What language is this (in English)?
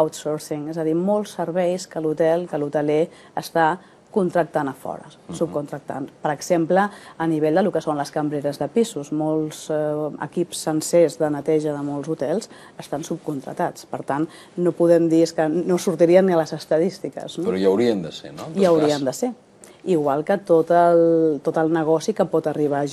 Catalan